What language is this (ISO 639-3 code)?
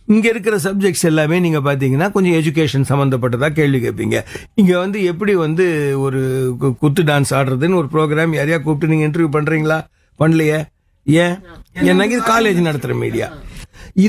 tam